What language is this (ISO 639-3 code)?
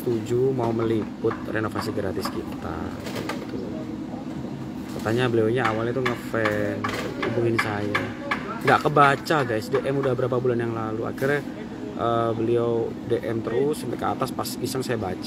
ind